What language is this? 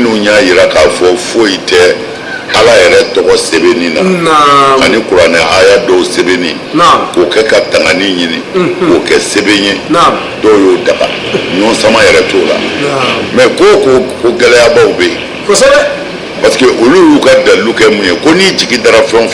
Bambara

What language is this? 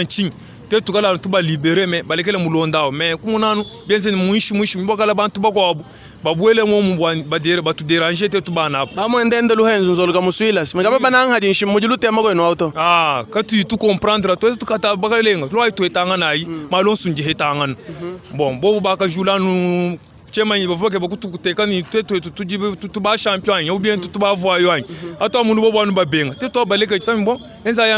Luba-Lulua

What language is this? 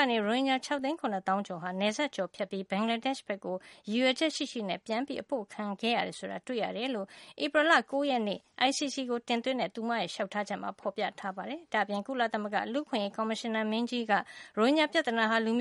Burmese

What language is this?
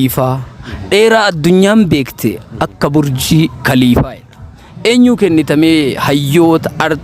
Oromo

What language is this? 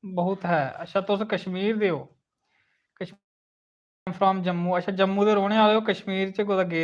Dogri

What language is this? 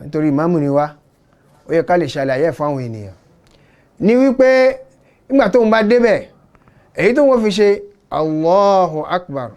Yoruba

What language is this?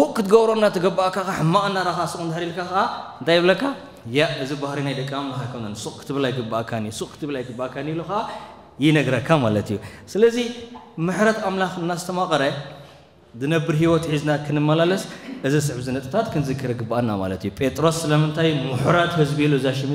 Tigrinya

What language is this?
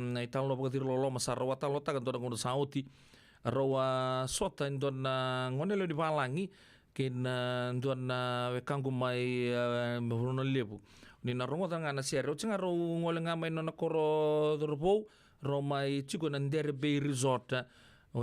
Fijian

